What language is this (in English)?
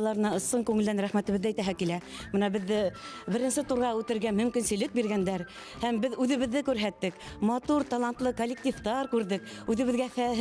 Bashkir